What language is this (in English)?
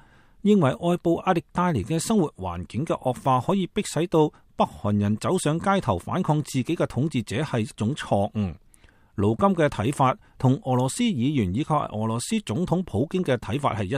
Cantonese